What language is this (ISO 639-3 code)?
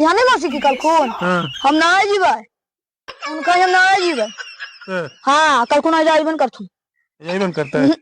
mag